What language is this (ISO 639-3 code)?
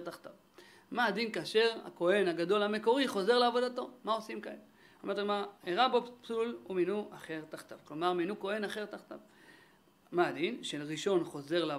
heb